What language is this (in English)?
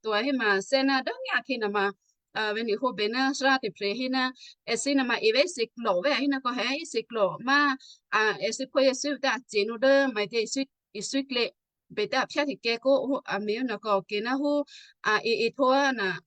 Western Kayah